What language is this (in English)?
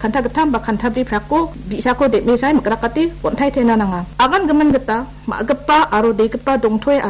Garo